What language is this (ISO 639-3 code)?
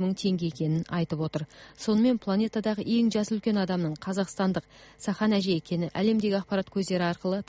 kaz